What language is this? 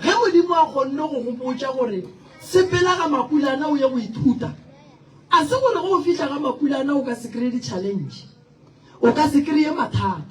Northern Sotho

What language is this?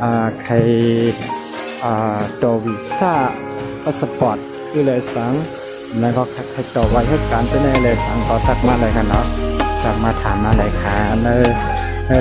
Shan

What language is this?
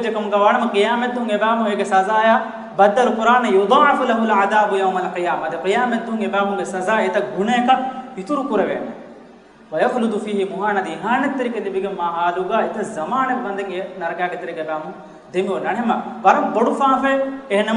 Divehi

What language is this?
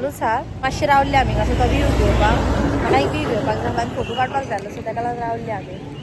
Konkani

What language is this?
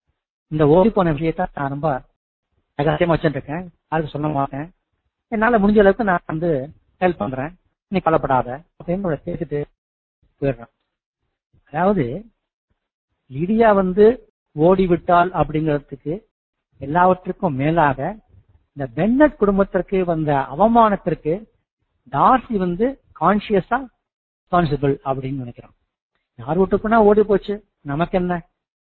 Tamil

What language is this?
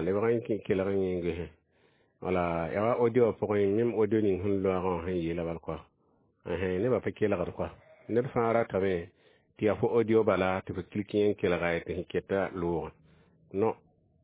Mossi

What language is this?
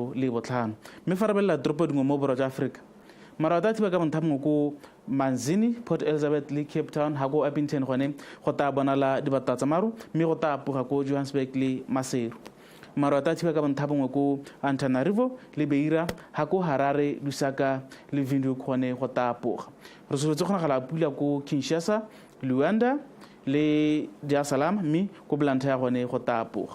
Tswana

